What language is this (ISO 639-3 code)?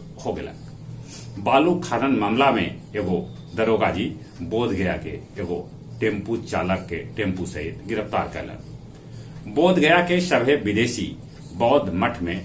mag